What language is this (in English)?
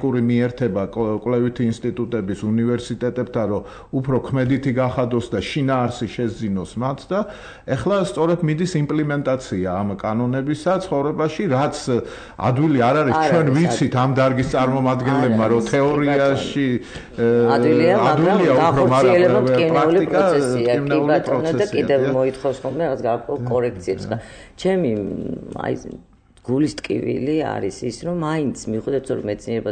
Georgian